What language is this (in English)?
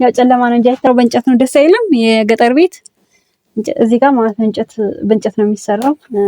Amharic